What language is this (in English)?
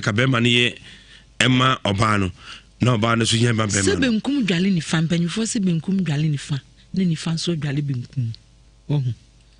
Akan